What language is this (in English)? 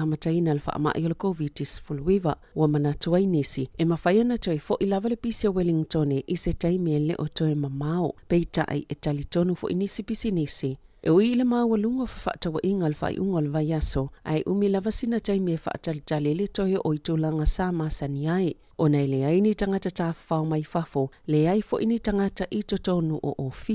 Samoan